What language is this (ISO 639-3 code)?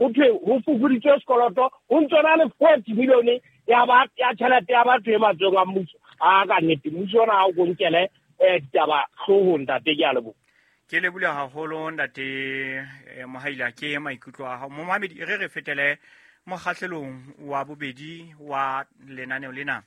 sot